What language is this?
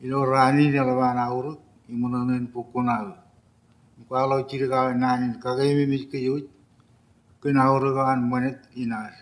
Marshallese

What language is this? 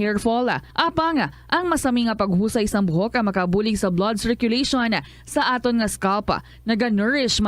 Hiligaynon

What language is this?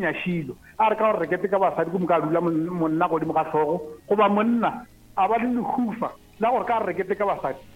Northern Sotho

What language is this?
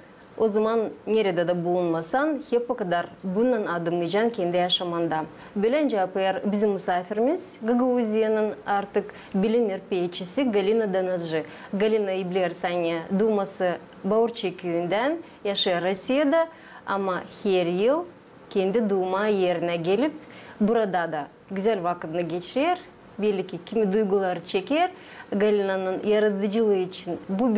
Gagauz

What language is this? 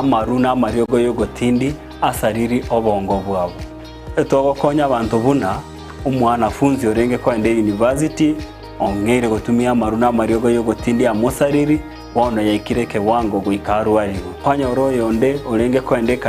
Gusii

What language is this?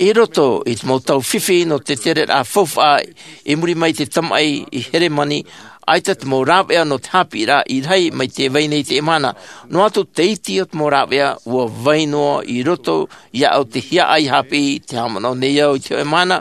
Tahitian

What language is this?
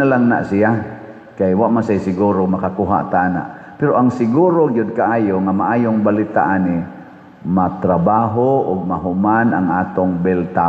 Cebuano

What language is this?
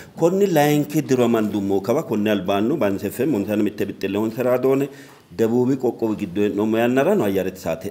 Sidamo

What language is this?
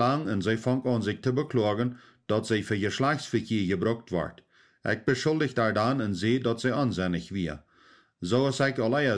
Plautdietsch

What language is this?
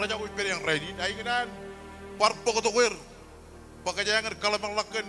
Marshallese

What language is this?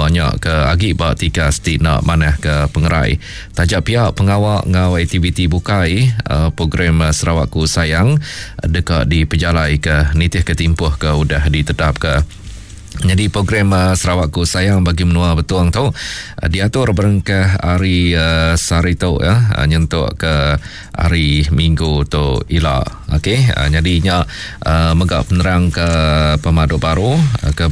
Iban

